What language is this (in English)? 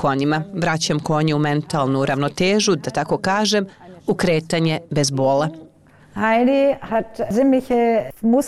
Bosnian